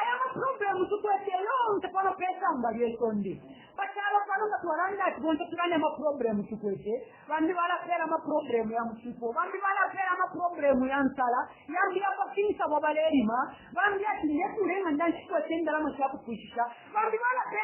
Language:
Bemba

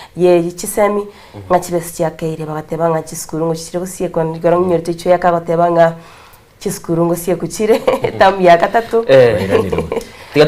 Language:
Gusii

